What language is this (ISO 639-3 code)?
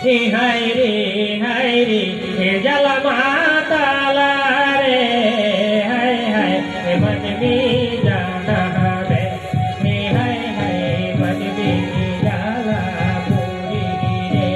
sat